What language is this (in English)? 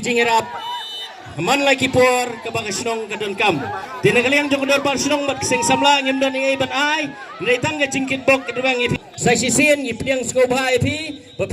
Khasi